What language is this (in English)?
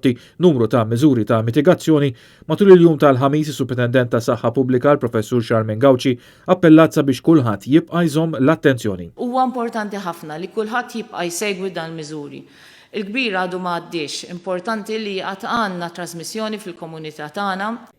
Maltese